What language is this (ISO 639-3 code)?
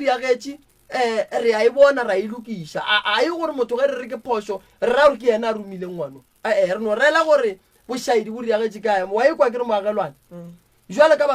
nso